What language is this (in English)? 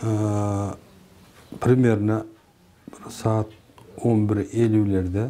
Kyrgyz